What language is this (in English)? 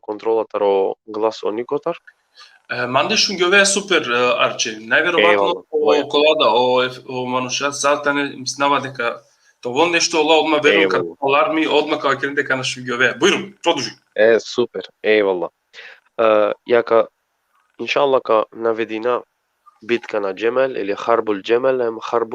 Balkan Romani